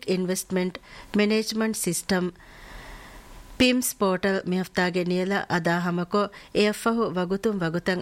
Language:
Divehi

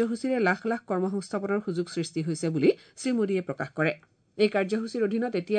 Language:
Assamese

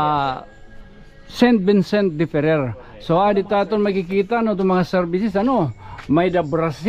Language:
Waray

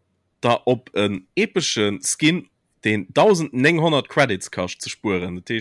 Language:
Luxembourgish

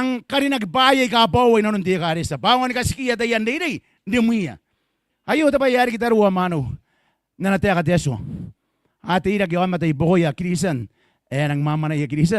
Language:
Gilbertese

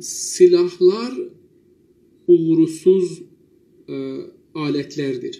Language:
South Azerbaijani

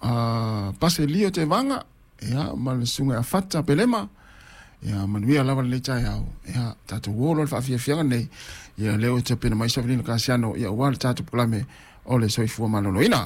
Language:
Samoan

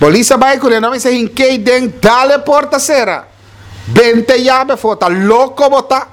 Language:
Papiamento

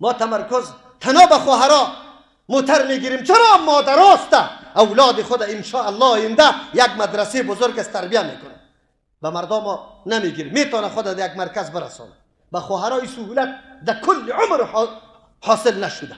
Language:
Persian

